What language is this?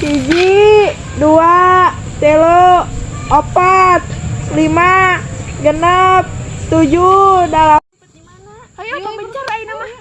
Sundanese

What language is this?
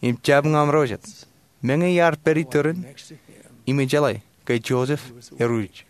Marshallese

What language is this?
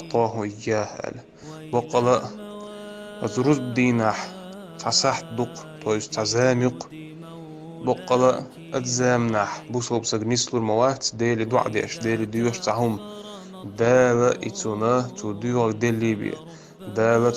Chechen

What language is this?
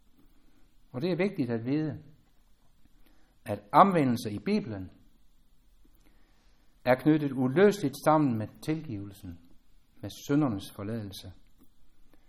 Danish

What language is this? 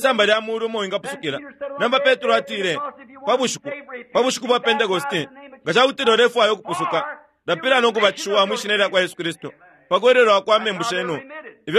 Bemba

